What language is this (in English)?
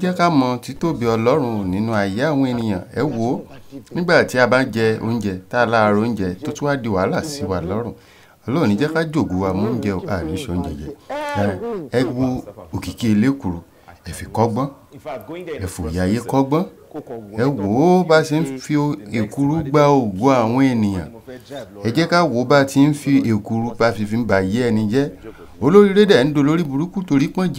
Yoruba